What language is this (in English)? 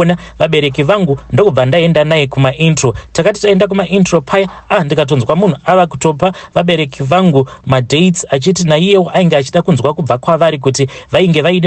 Shona